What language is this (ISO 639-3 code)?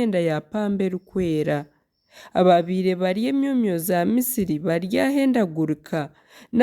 nyn